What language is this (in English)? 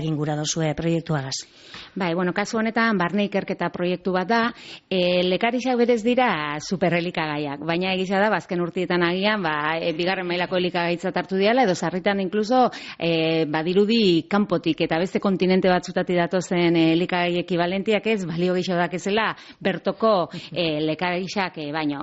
Basque